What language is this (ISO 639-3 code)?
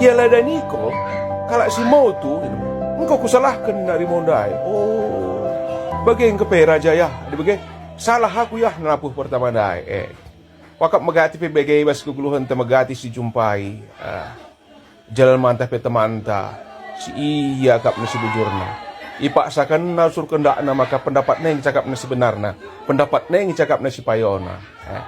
btx